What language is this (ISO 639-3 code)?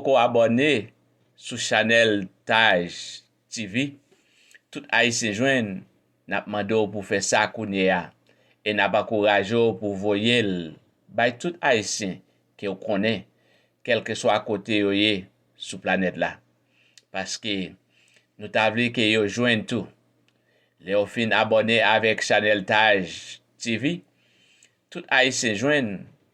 hat